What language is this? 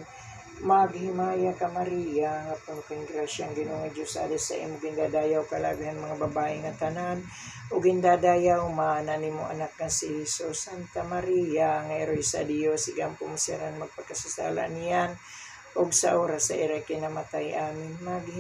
Waray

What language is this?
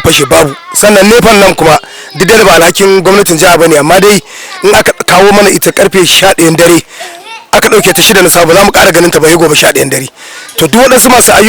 Hausa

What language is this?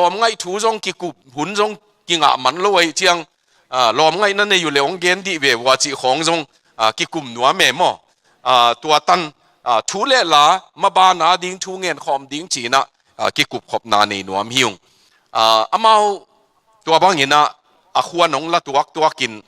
Tedim Chin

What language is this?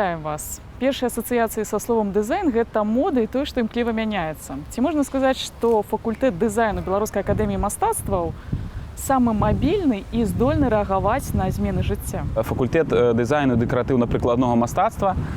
Belarusian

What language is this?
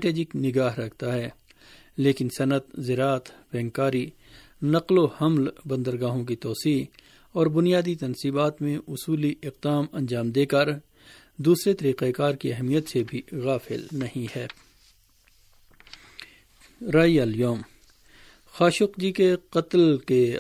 Urdu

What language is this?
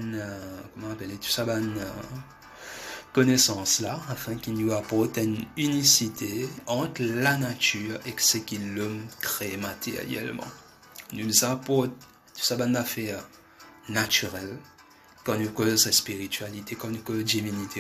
Morisyen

